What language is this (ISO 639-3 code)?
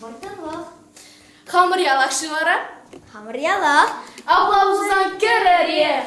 chv